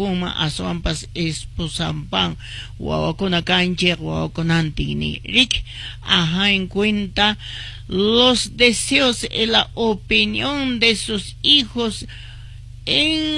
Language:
Quechua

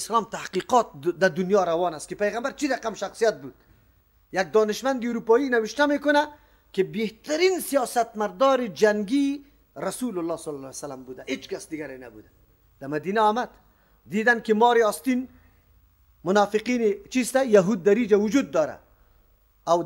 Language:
Persian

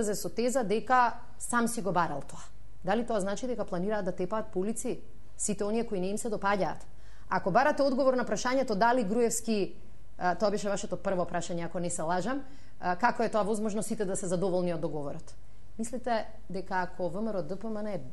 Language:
Macedonian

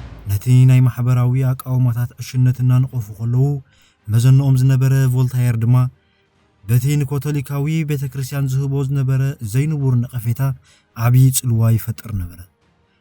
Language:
Tigrinya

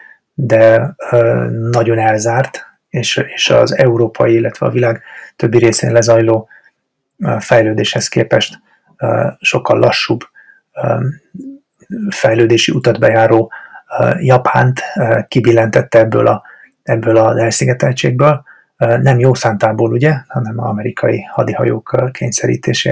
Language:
Hungarian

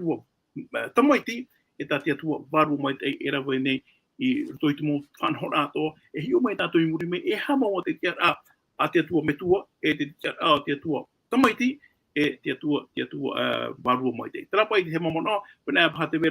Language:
Tahitian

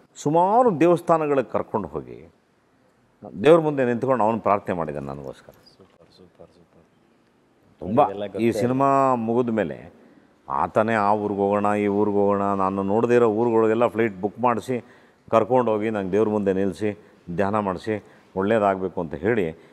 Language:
Kannada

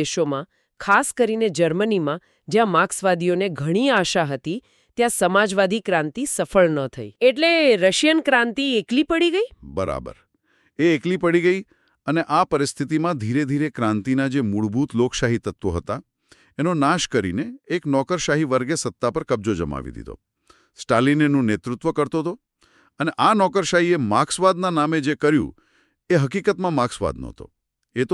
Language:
Gujarati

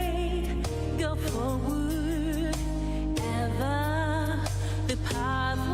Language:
Gilbertese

